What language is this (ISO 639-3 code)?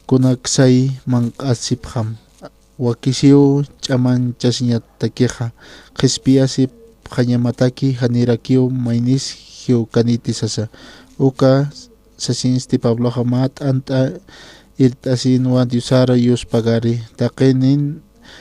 aym